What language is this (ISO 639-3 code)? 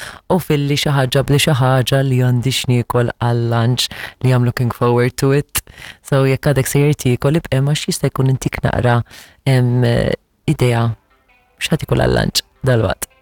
mlt